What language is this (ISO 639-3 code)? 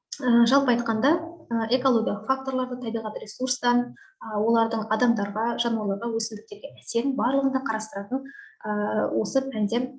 kaz